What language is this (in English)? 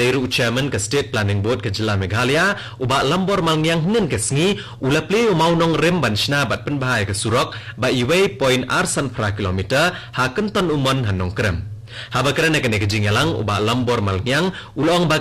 Khasi